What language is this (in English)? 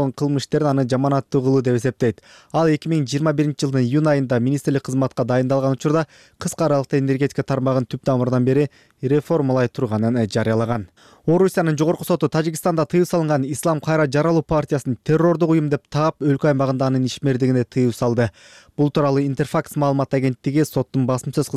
Kyrgyz